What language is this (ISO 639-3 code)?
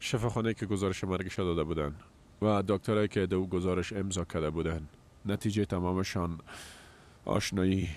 fas